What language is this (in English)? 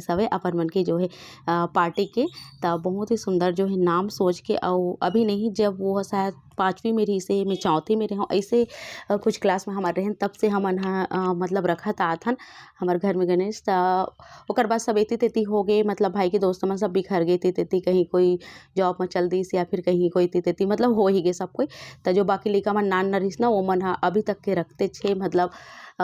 Chhattisgarhi